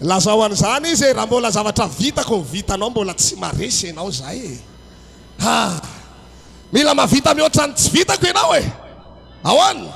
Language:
Malagasy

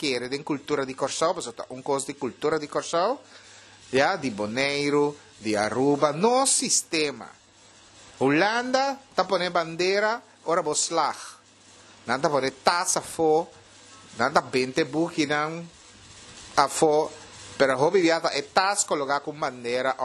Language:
Papiamento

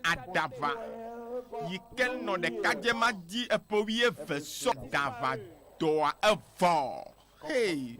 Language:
Ewe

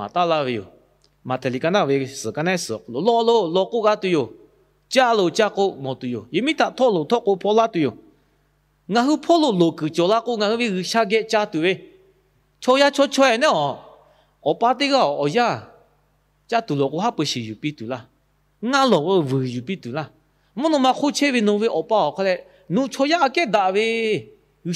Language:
Lahu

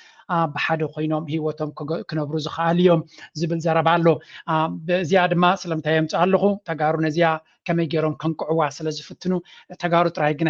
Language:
Tigrinya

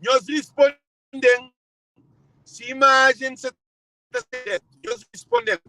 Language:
Kabuverdianu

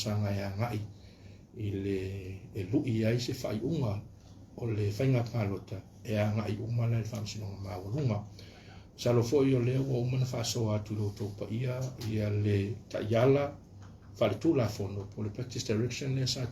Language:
Samoan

